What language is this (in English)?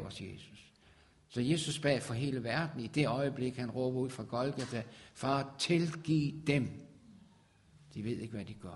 Danish